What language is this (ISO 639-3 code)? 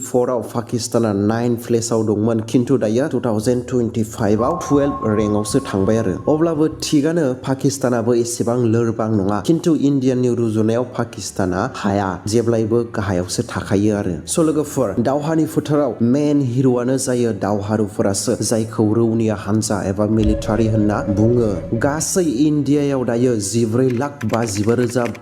brx